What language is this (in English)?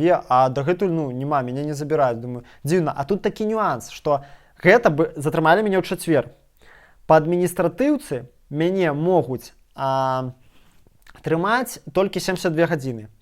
Belarusian